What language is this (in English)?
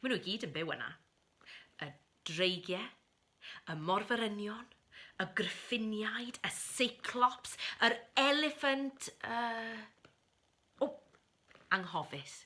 Welsh